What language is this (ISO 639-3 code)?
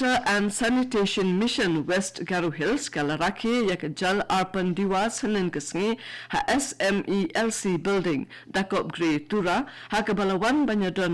kha